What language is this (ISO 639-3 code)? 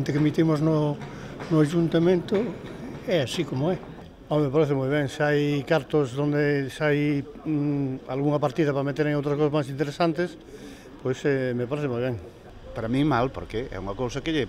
glg